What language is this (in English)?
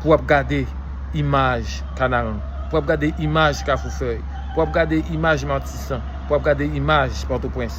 Haitian Creole